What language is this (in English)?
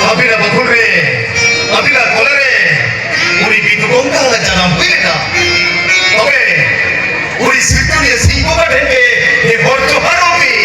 Santali